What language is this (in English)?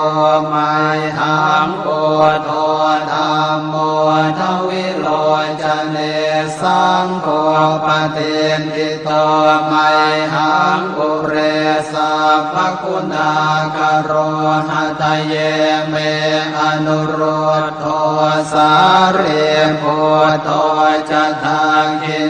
Pali